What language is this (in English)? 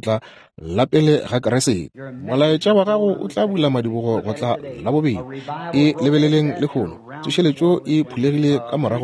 Northern Sotho